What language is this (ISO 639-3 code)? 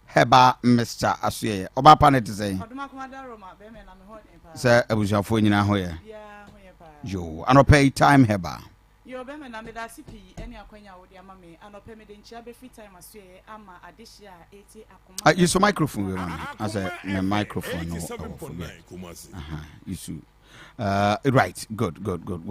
aka